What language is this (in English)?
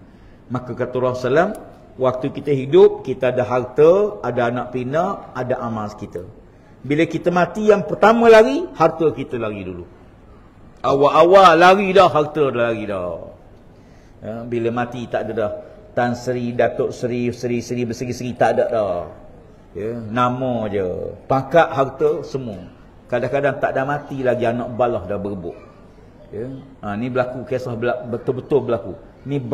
Malay